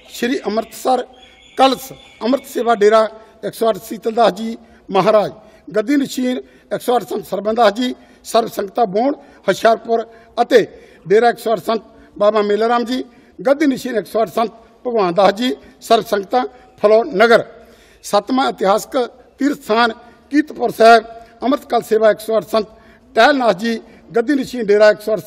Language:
Punjabi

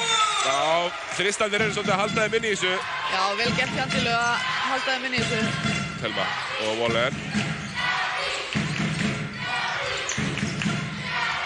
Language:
Icelandic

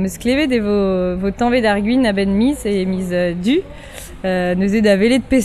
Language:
Breton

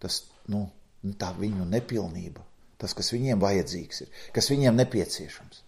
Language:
Latvian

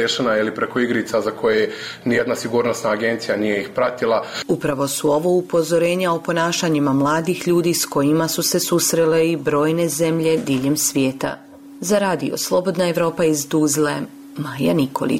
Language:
Bosnian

